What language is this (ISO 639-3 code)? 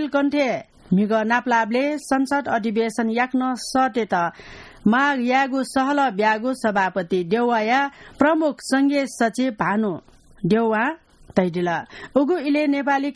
new